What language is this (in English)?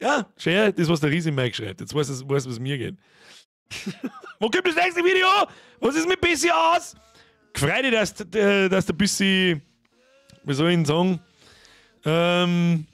Bavarian